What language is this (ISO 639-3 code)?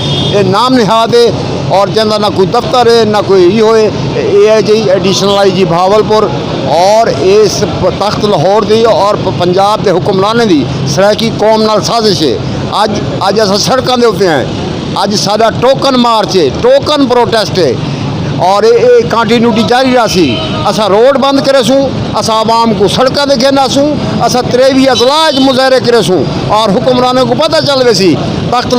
skr